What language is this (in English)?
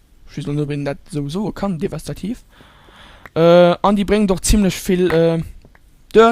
Luxembourgish